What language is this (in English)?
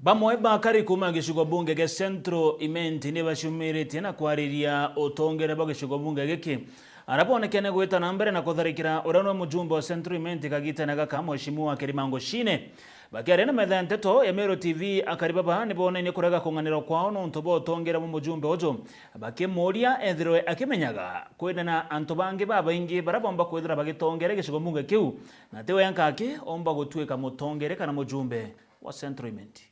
Meru